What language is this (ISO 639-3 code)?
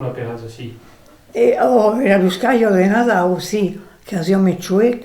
oci